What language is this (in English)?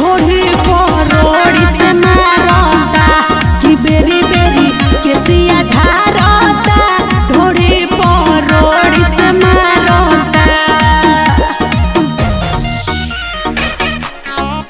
Bhojpuri